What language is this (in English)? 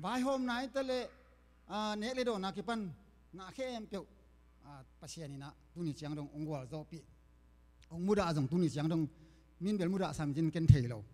Tedim Chin